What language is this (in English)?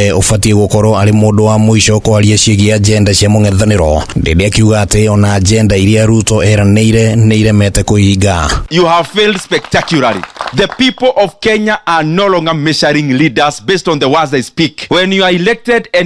Kikuyu